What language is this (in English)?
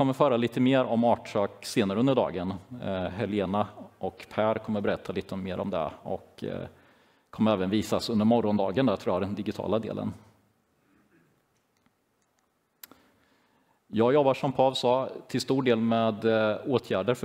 Swedish